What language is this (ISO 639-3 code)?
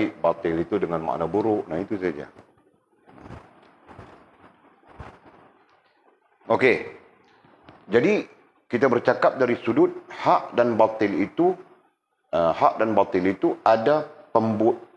msa